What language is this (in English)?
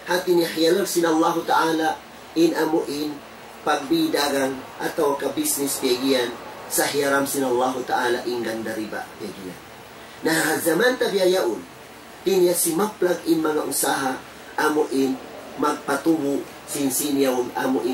Tausug